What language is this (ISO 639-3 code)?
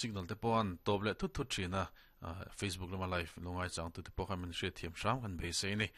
lus